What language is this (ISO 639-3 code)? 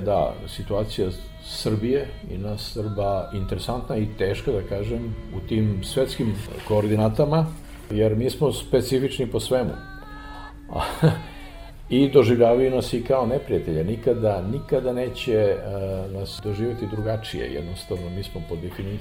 srp